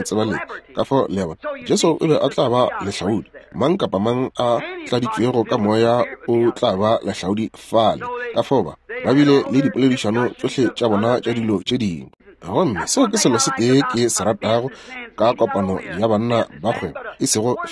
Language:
Northern Sotho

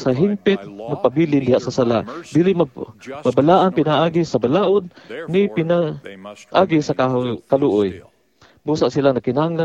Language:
Cebuano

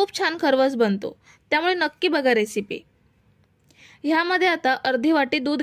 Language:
Marathi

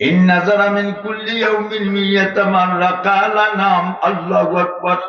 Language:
Sylheti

